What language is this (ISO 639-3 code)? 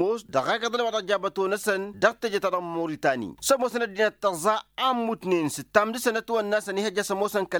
taq